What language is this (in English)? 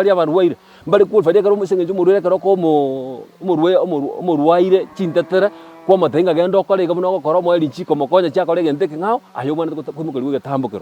Gusii